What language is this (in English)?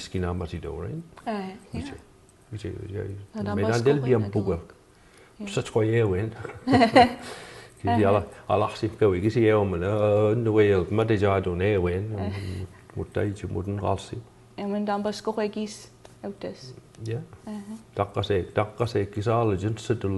Mi'kmaw